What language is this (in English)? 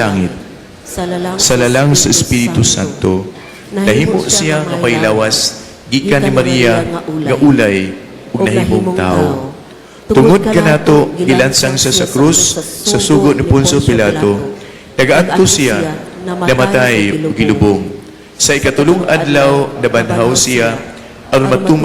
Cebuano